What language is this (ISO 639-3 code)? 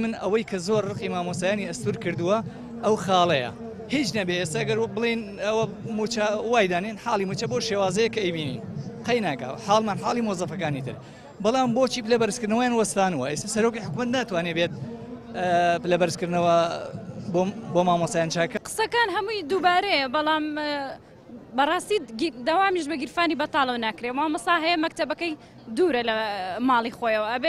ckb